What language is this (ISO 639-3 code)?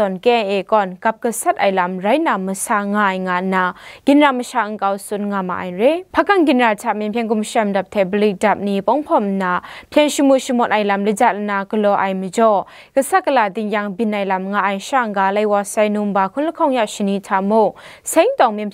kac